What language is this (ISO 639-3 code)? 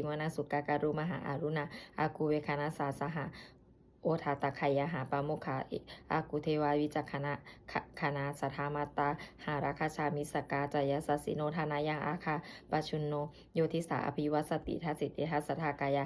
pli